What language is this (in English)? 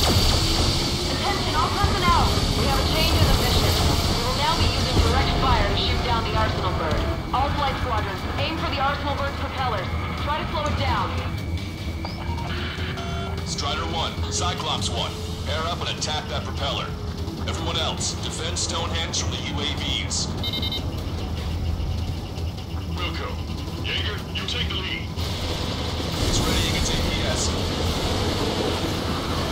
English